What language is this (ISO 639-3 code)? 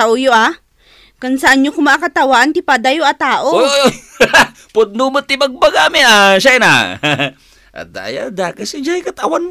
ilo